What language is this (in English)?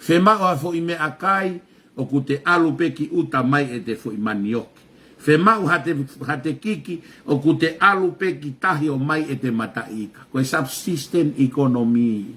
Tongan